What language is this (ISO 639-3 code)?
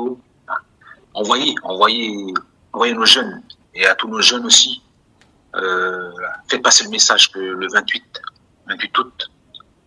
fra